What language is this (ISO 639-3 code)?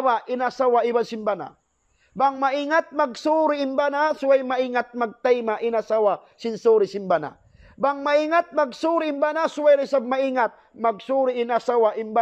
tsg